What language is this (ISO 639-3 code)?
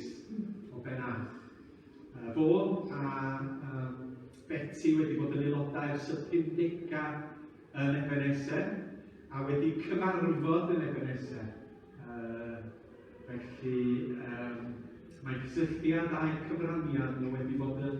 cym